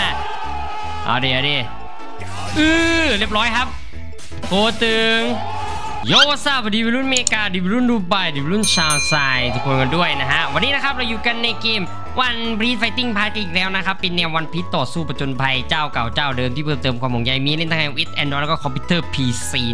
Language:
Thai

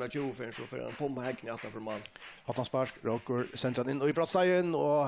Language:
Faroese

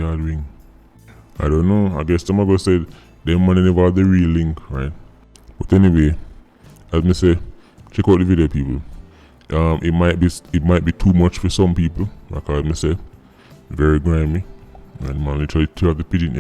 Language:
Jamaican Creole English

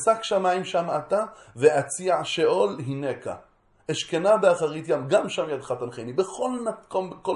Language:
Hebrew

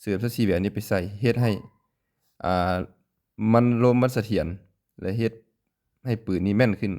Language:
Lao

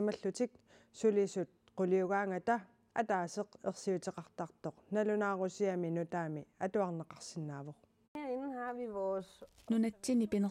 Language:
Kalaallisut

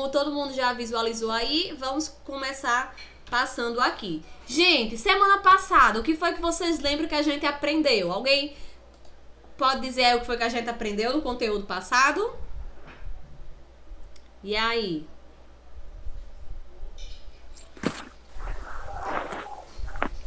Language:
Portuguese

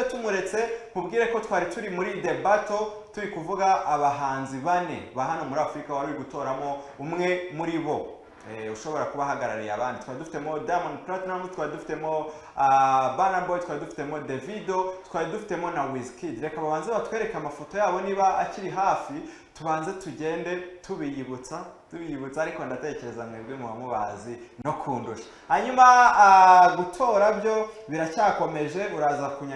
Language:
Kinyarwanda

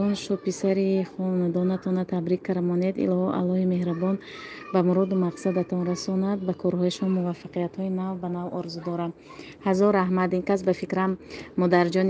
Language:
Tajik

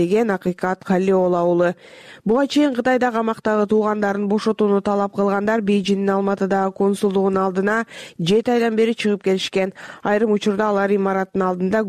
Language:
Kyrgyz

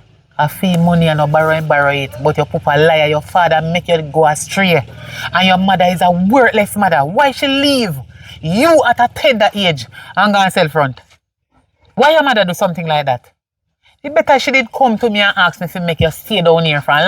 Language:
Jamaican Creole English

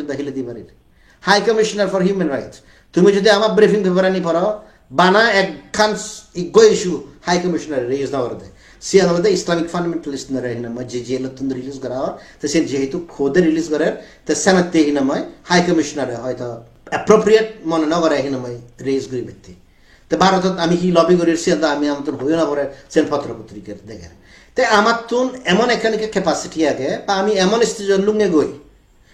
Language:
Chakma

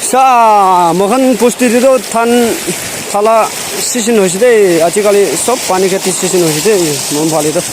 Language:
Naga Pidgin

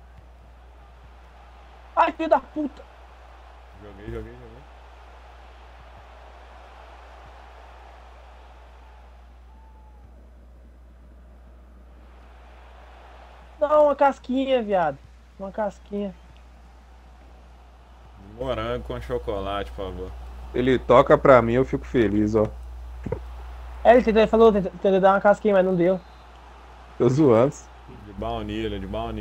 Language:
Portuguese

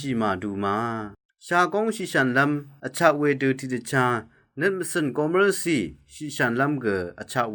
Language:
Rawang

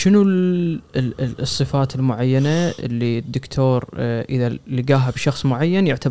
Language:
Gulf Arabic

